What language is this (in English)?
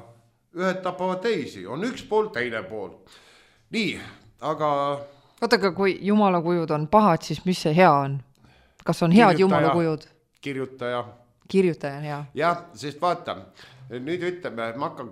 Estonian